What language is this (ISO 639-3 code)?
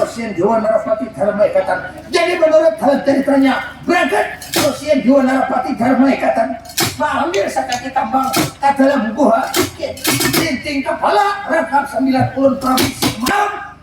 bjn